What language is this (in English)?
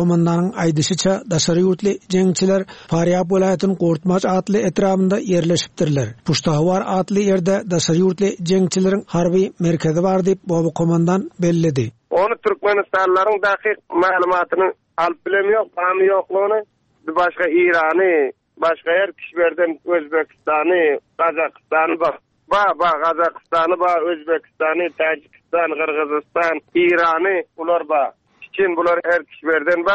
Turkmen